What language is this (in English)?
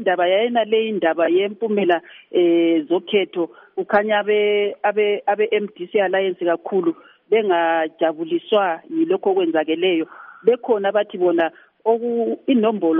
North Ndebele